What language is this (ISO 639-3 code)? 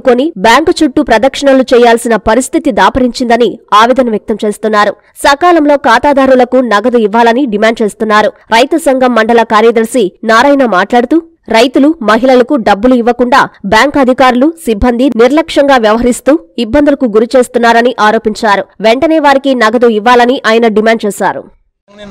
tel